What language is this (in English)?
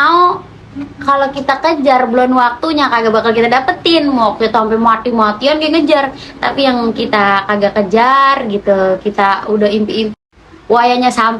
Betawi